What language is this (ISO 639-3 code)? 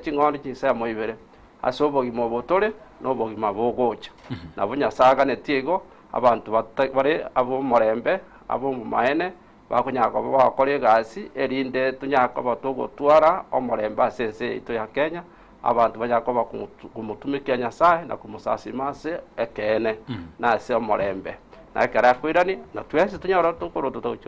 guz